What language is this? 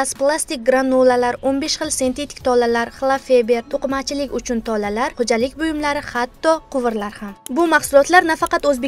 Uzbek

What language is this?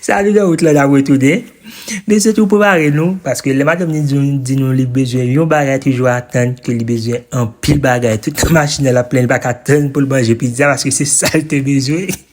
Haitian Creole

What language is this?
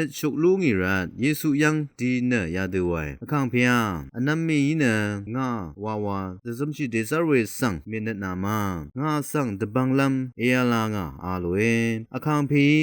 Rawang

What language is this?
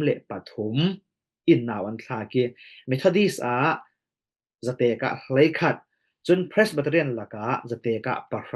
Falam Chin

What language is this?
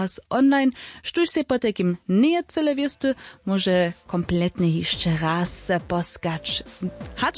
Upper Sorbian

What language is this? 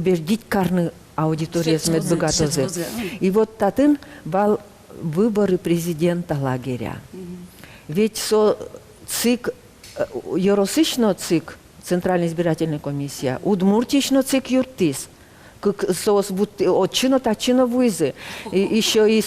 Udmurt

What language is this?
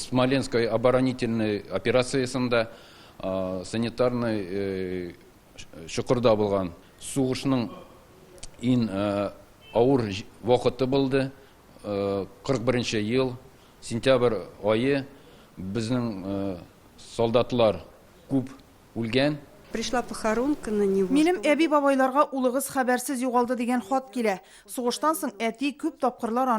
Tatar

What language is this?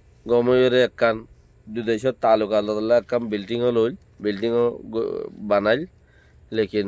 Rohingya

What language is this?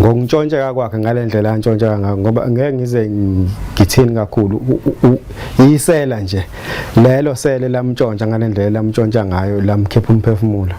Zulu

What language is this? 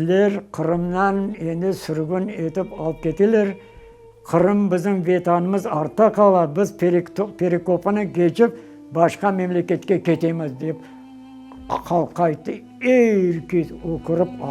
Crimean Tatar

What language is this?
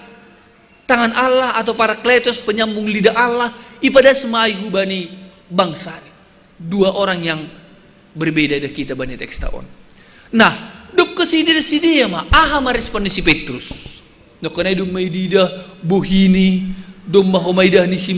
Batak Simalungun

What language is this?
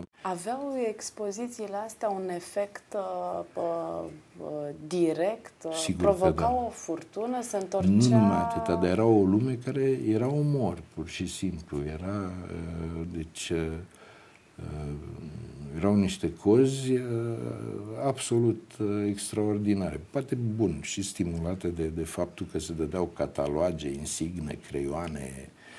Romanian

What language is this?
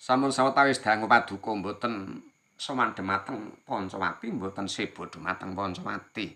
Javanese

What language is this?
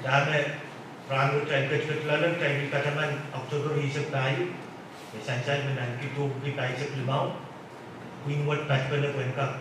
Pohnpeian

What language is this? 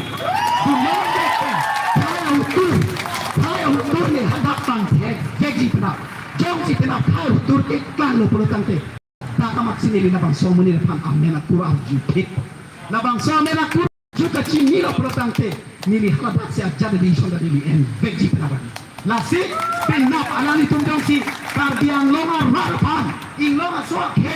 Karbi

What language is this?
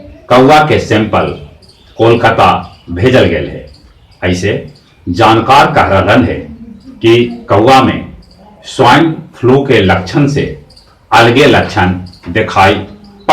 Magahi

